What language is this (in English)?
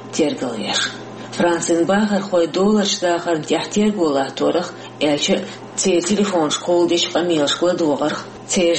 Chechen